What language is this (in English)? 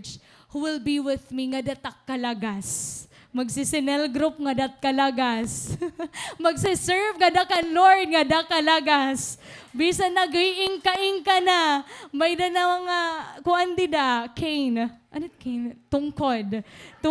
Waray